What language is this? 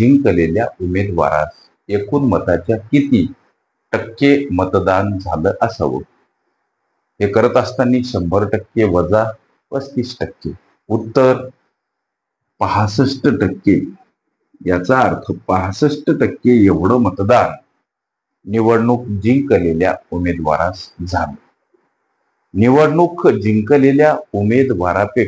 Marathi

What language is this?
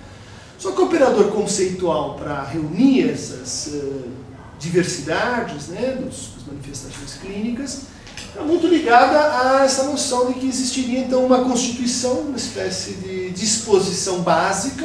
Portuguese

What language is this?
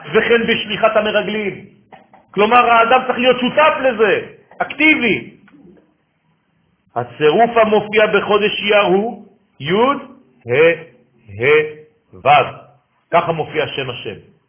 Hebrew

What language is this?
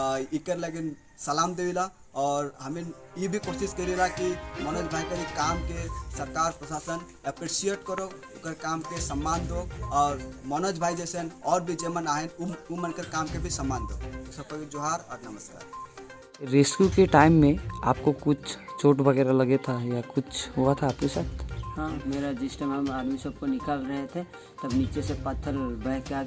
Sadri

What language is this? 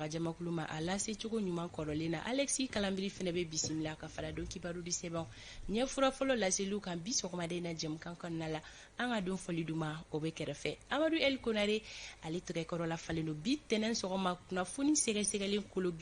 Bambara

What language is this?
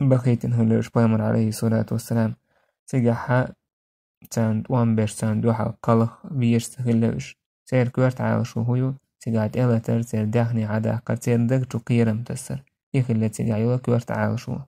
Chechen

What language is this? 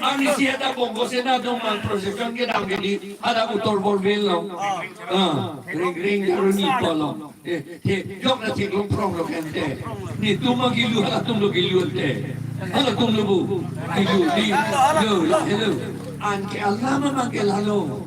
Karbi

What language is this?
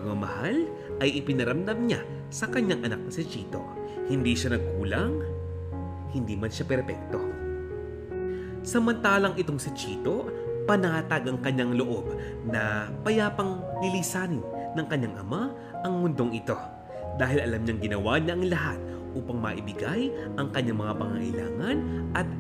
Filipino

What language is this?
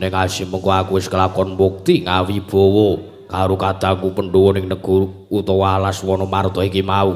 Javanese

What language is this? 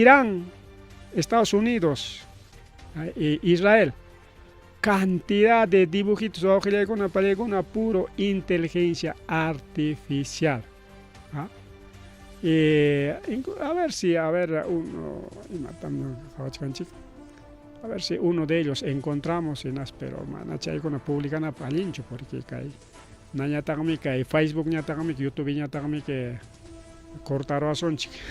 Ayacucho Quechua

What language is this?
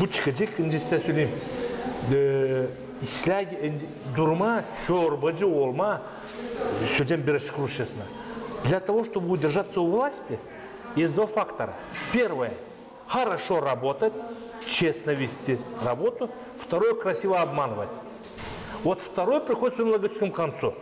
Gagauz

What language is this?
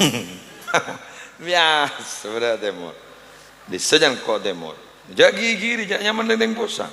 Madurese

